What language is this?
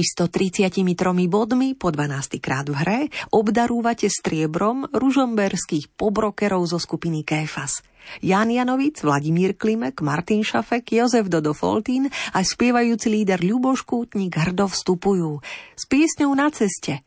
Slovak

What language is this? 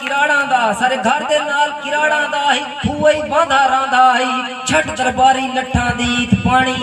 Saraiki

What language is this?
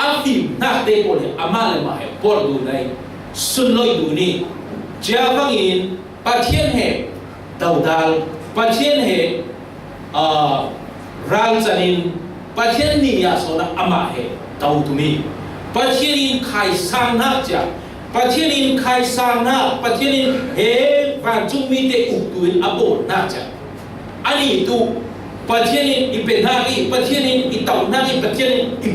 Falam Chin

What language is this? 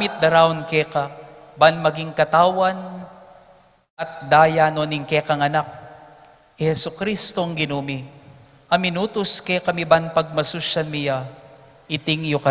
Pampanga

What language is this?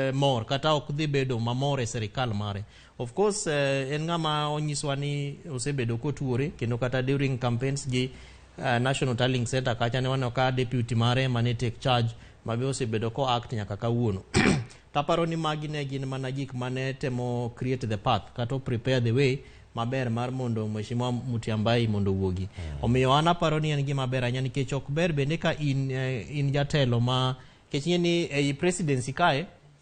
Luo (Kenya and Tanzania)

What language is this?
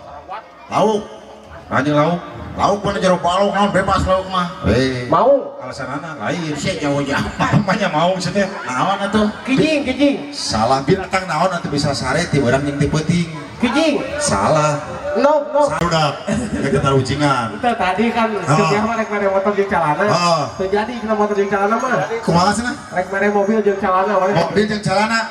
Sundanese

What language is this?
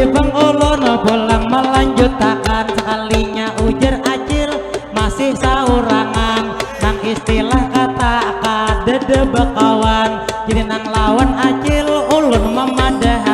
Banjar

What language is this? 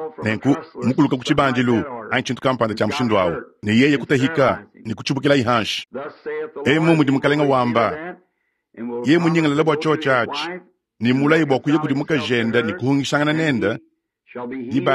Luba-Lulua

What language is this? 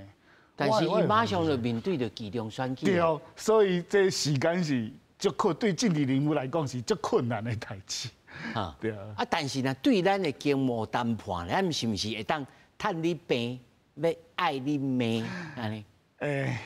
Min Nan Chinese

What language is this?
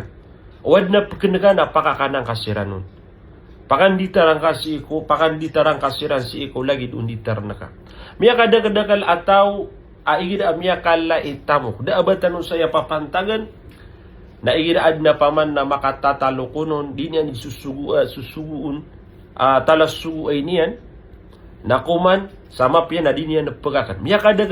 Maranao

